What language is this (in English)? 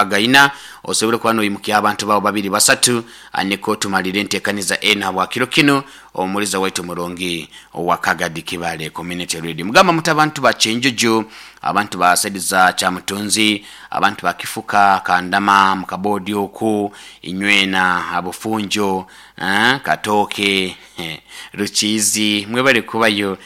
Nyoro